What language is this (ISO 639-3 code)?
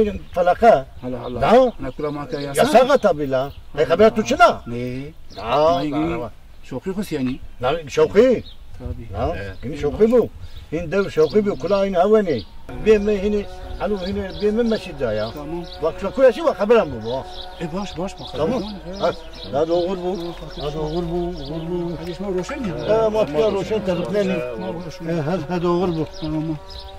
zza